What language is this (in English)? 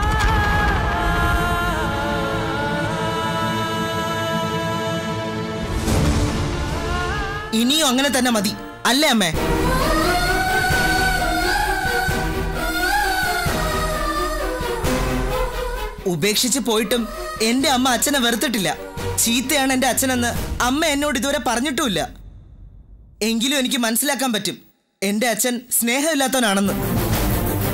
Malayalam